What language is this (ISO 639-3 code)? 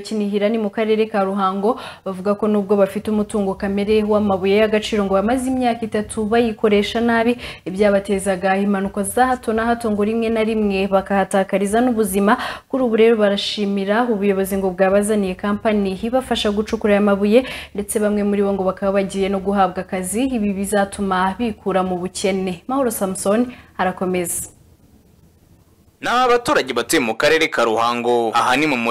kin